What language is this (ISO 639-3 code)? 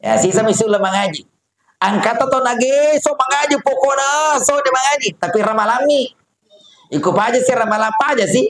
bug